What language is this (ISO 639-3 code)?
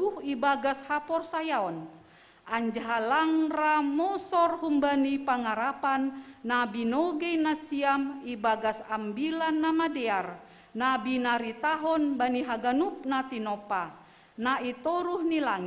bts